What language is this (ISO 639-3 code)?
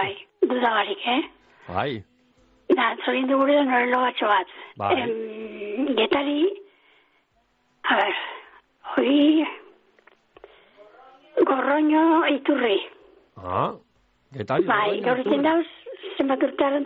eus